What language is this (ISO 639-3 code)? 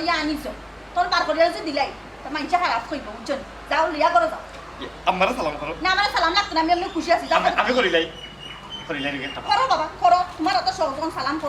syl